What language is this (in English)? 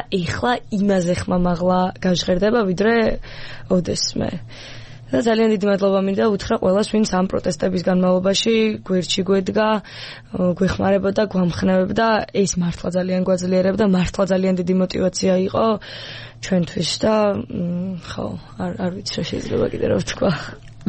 Georgian